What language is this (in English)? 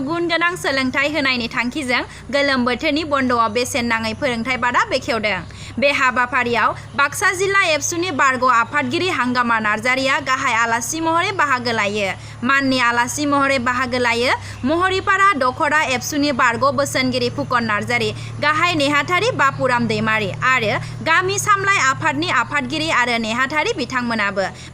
Bodo